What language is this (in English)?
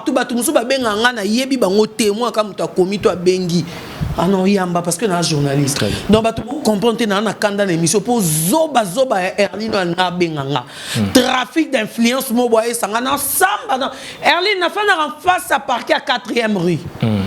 Lingala